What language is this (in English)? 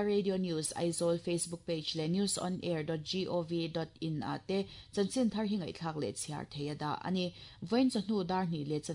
Mizo